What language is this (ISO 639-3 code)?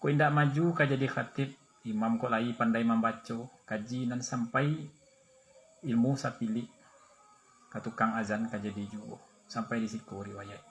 min